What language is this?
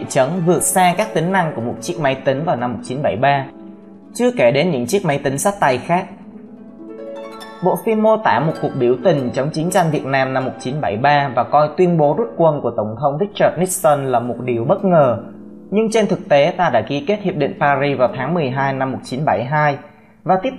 Vietnamese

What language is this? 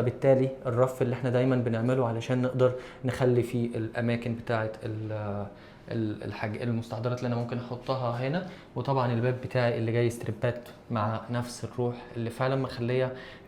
Egyptian Arabic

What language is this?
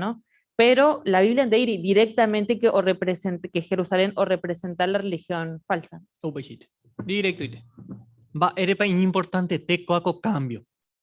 Guarani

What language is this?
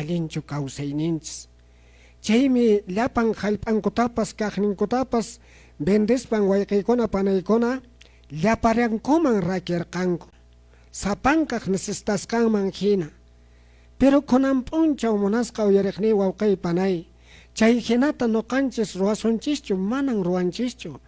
Quechua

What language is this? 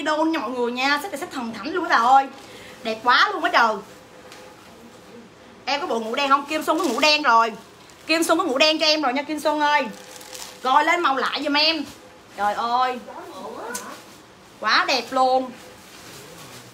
Vietnamese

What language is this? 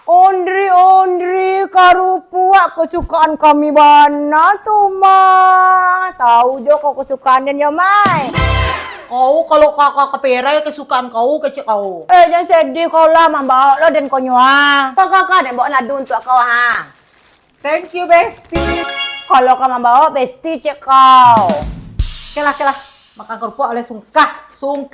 Minangkabau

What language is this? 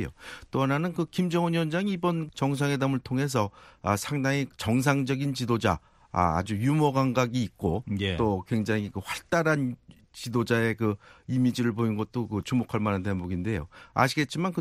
Korean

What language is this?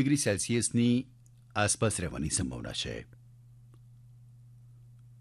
Gujarati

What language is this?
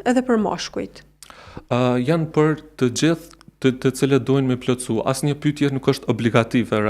Albanian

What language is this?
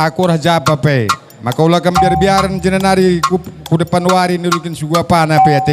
Batak Karo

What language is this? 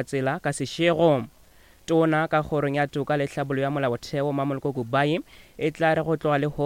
Northern Sotho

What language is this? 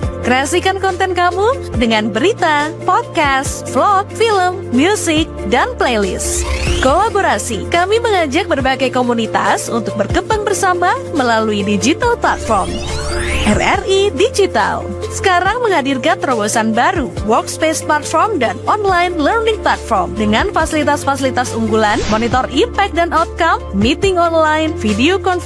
Manado Malay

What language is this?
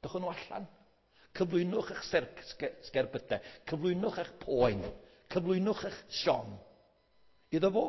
Welsh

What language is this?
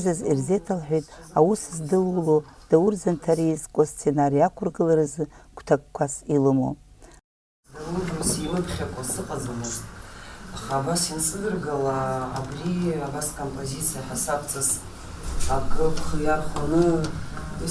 Abkhazian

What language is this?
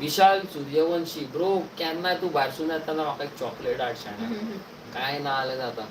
Konkani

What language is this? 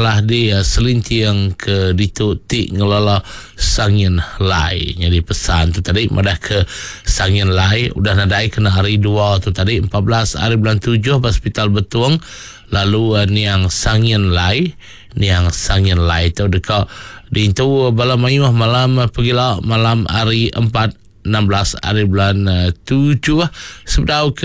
Iban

